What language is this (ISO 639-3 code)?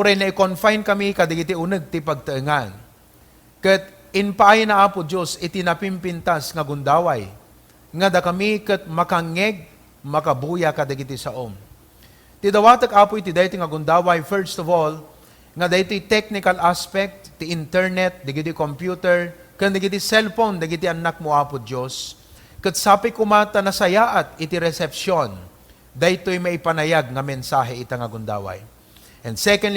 ilo